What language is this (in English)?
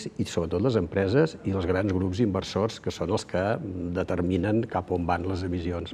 Catalan